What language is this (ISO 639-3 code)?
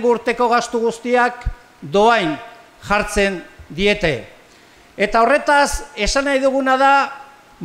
eus